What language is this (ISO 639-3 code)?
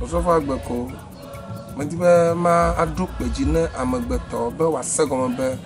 ewe